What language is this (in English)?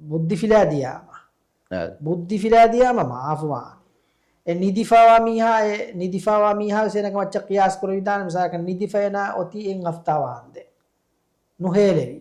Divehi